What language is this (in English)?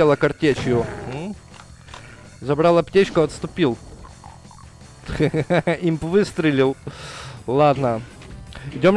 Russian